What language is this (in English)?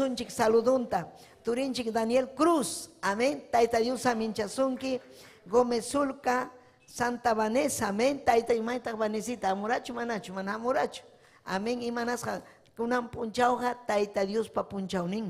Ayacucho Quechua